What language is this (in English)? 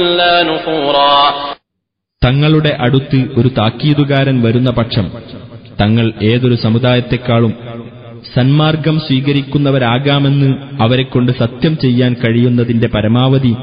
Malayalam